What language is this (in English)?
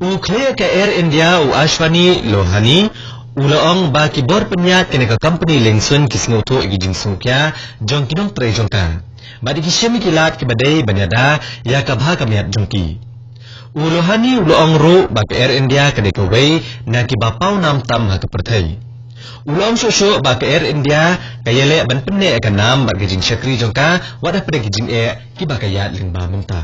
Khasi